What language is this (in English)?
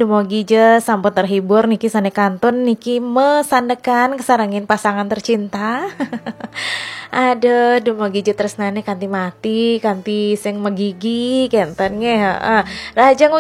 Balinese